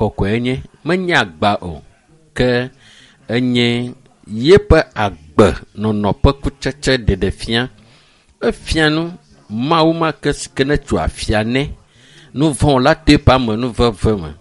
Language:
Ewe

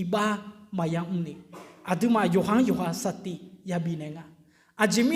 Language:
Akha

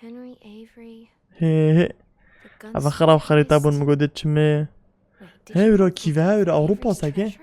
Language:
Kurdish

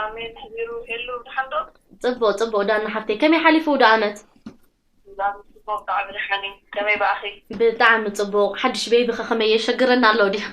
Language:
Tigrinya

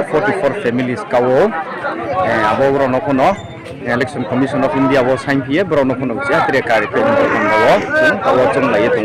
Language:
Riang (India)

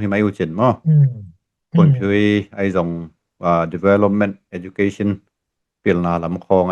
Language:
Tedim Chin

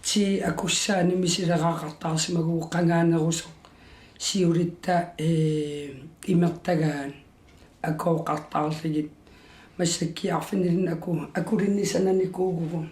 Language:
Kalaallisut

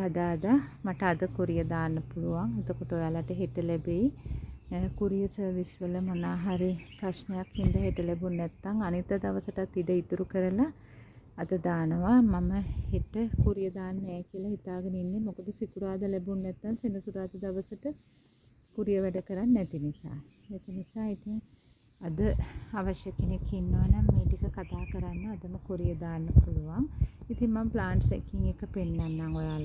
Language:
Sinhala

